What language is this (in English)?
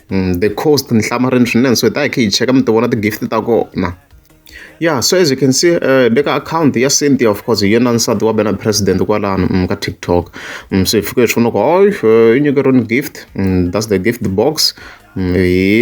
Tsonga